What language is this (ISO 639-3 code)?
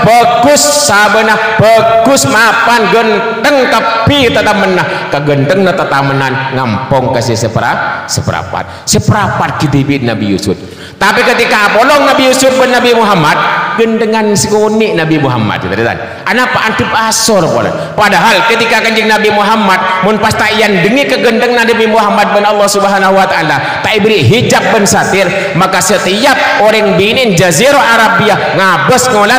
mad